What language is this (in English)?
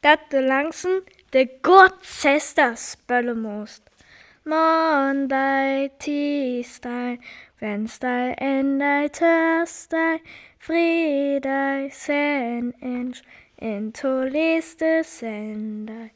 Northern Frisian